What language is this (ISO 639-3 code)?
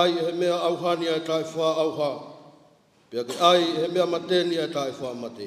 ton